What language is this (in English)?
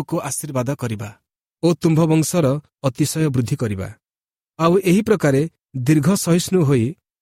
Odia